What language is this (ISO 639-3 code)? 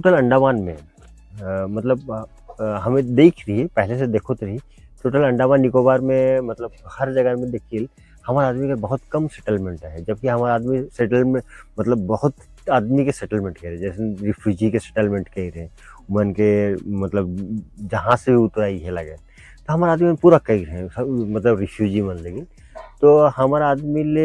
sck